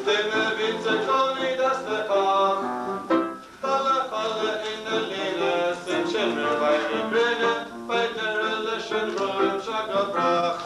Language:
Irish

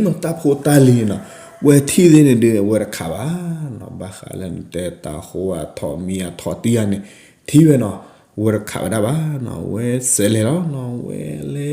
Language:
S'gaw Karen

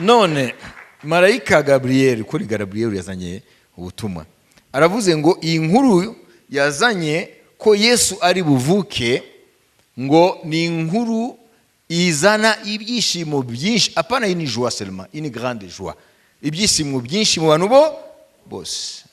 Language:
Kinyarwanda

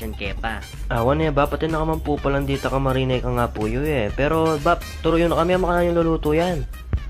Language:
Pampanga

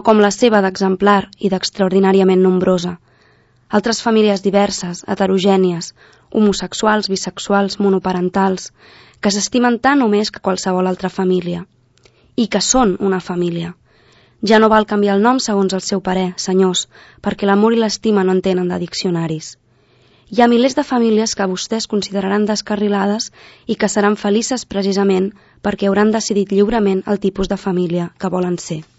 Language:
Catalan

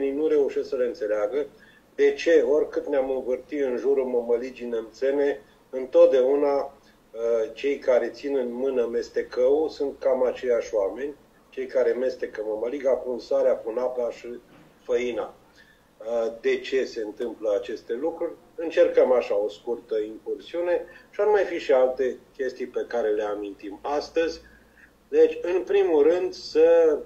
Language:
Romanian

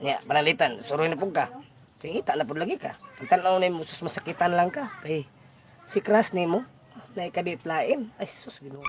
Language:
Cebuano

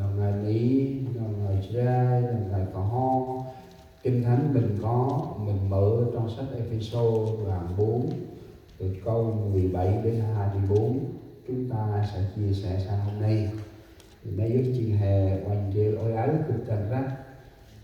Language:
Central Mnong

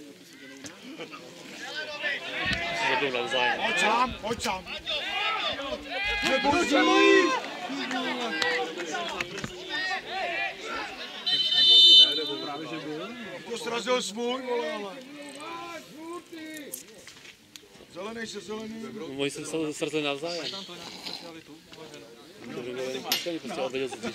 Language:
Czech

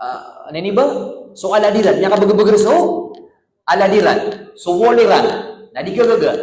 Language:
Maranao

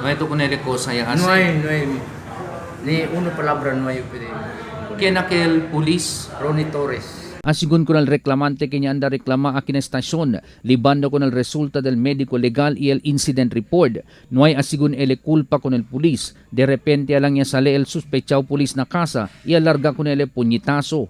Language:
Chavacano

